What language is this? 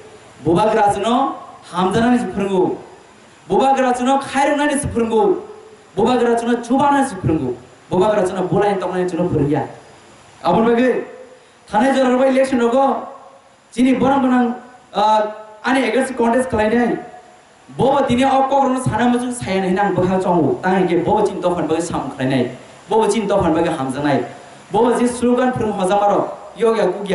Kok Borok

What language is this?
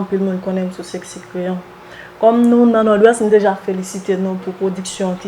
Haitian Creole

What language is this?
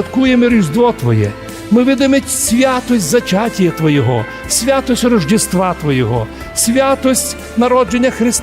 Rusyn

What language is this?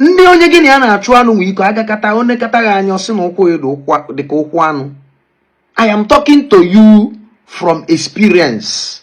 Igbo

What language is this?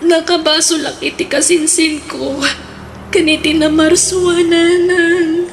Iloko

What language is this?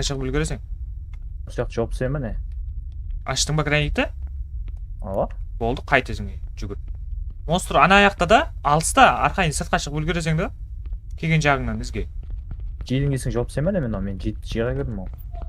Kara-Kalpak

